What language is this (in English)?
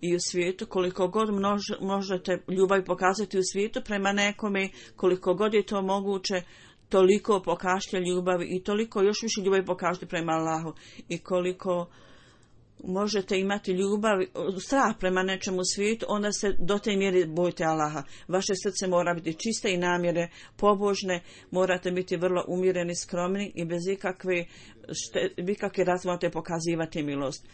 Bosnian